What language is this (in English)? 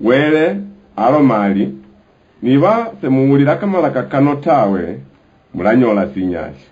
Luyia